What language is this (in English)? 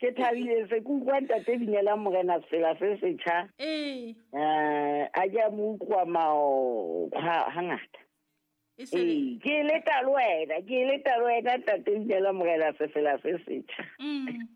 Southern Sotho